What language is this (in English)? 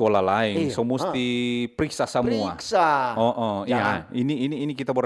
Manado Malay